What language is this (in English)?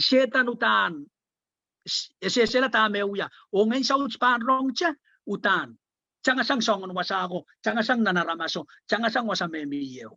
Pohnpeian